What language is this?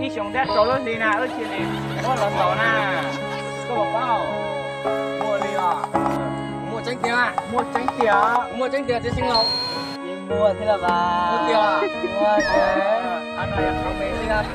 Hmong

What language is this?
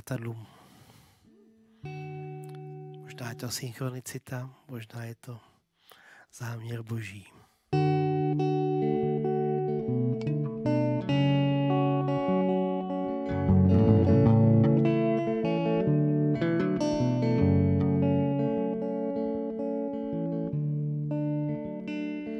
Czech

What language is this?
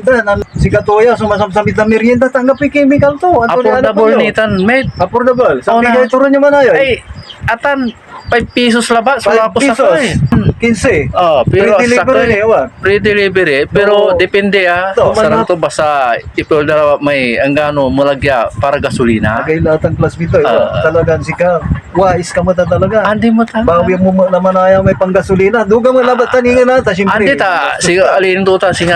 Pangasinan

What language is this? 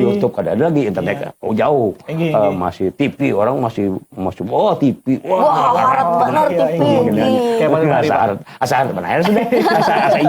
Banjar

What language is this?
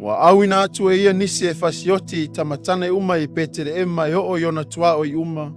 Samoan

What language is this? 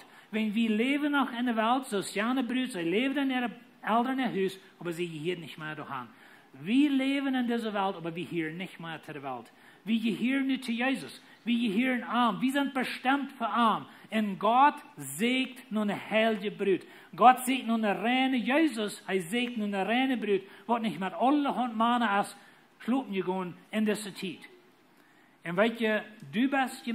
Plautdietsch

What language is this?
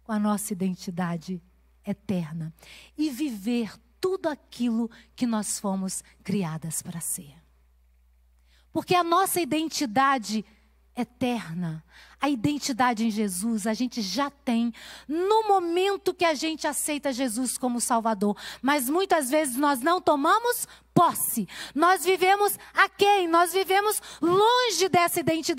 Portuguese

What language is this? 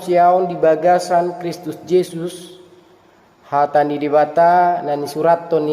Batak Toba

